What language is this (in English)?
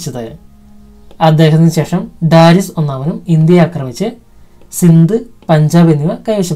Malayalam